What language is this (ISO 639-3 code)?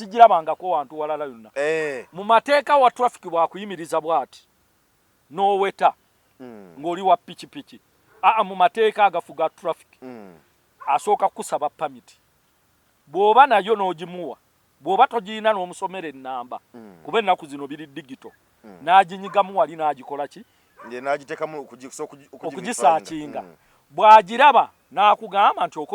lug